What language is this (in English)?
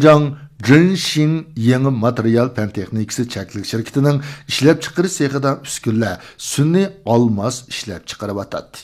Uyghur